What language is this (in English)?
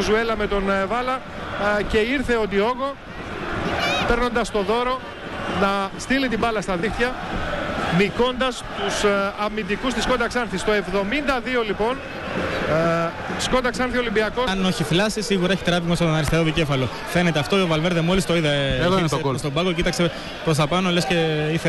Greek